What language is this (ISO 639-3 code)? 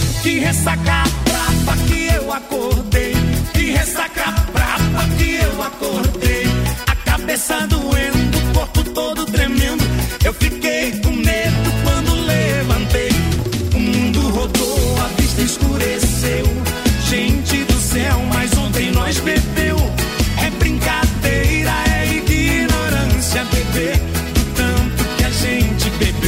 por